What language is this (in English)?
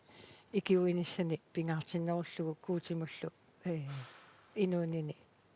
Kalaallisut